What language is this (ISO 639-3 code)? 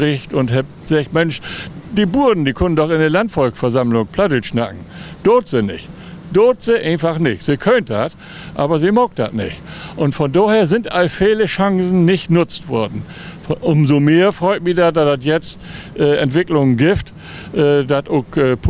nds